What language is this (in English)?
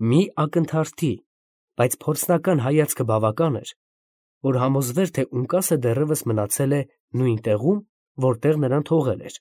Armenian